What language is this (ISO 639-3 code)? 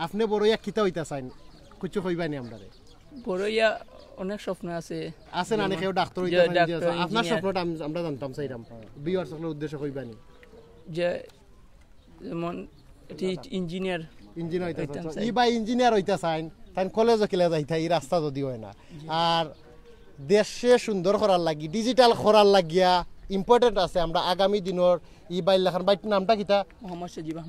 syl